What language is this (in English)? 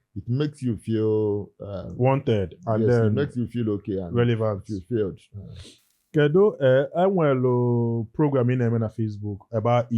Igbo